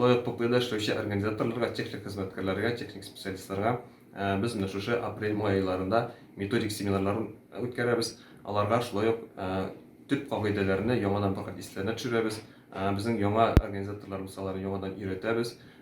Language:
Tatar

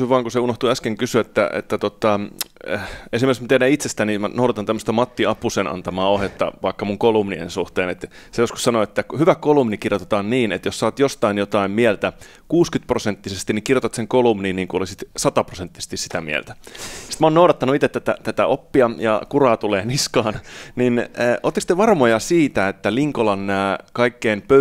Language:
Finnish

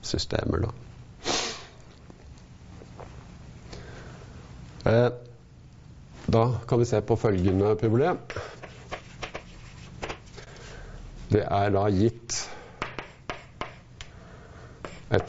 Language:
Norwegian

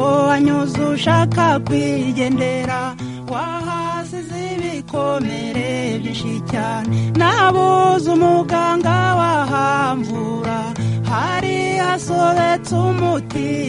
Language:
Kinyarwanda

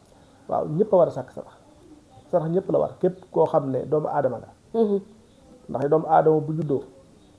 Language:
Wolof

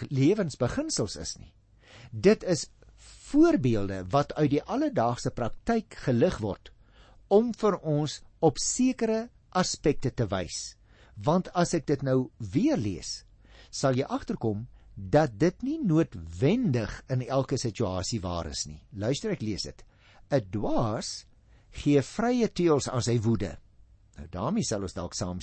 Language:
Afrikaans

